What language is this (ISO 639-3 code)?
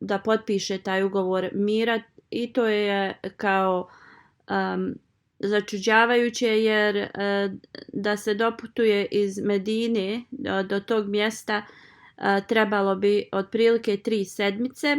bos